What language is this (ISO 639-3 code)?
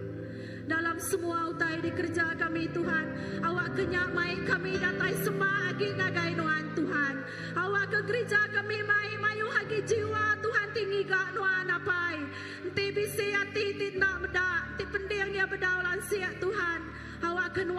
iba